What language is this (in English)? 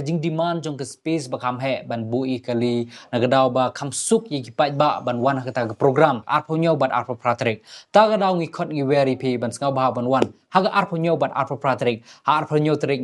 Khasi